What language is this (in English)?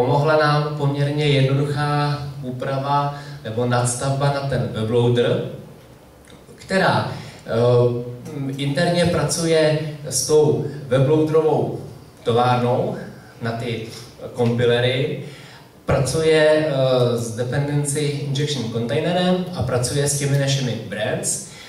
Czech